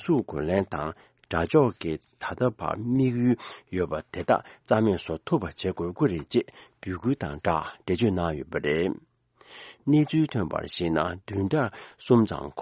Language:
Tibetan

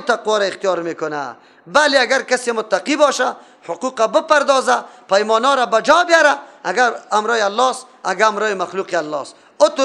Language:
Persian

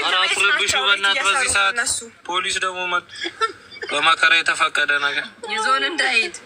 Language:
Amharic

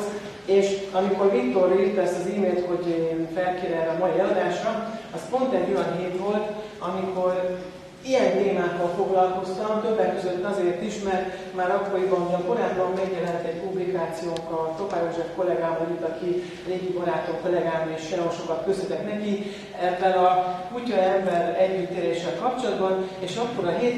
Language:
Hungarian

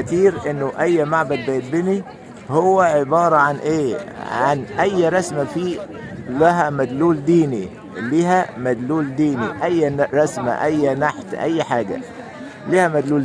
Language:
Egyptian Arabic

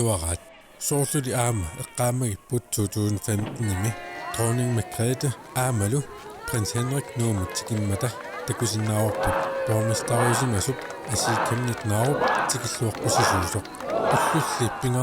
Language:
Kalaallisut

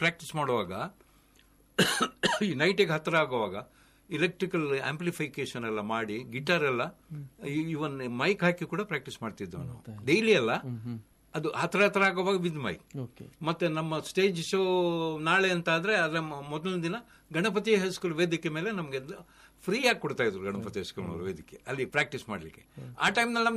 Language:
Kannada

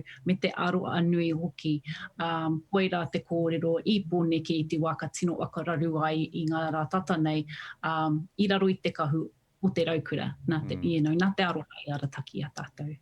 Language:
Māori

